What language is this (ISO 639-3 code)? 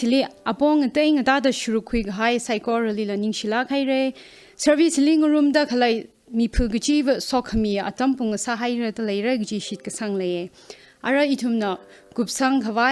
nmf